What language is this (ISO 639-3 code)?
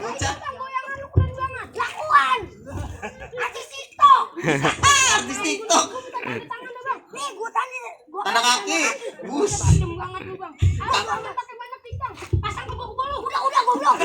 bew